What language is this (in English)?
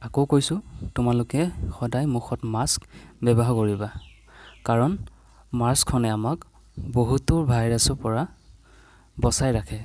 Assamese